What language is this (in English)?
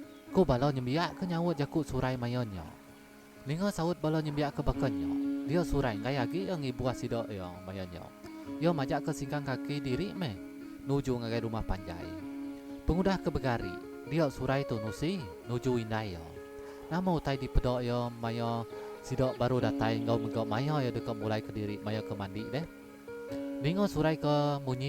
Iban